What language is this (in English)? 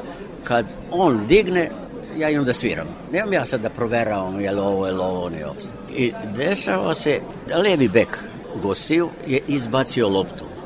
Serbian